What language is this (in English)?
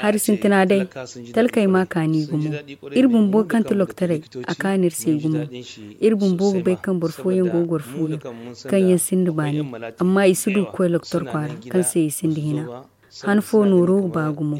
Zarma